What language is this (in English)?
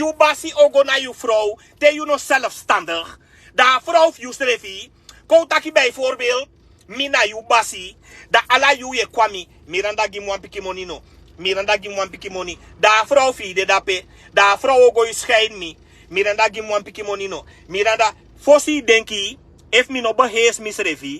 Sranan Tongo